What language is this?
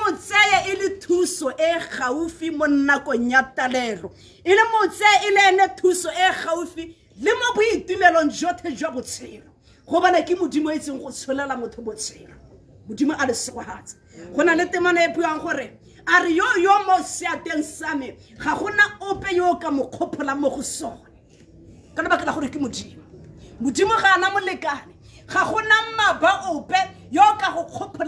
Tswana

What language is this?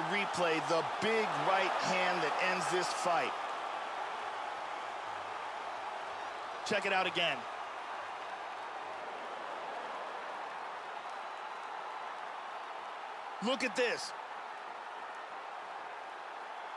English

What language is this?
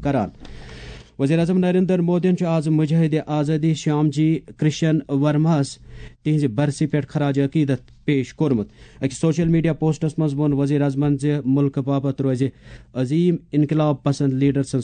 Kashmiri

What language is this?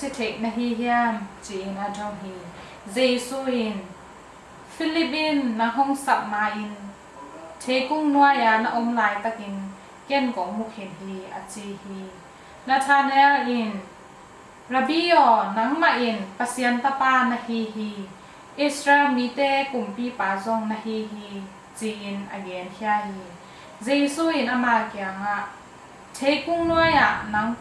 Tedim Chin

